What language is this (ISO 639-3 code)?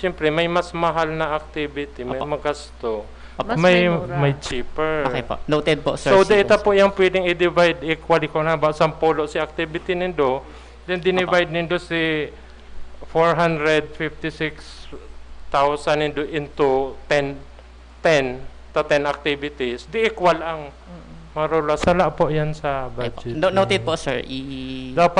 bik